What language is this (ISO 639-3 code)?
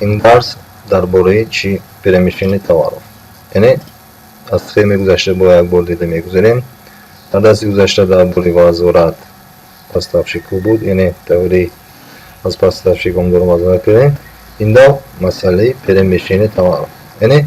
tgk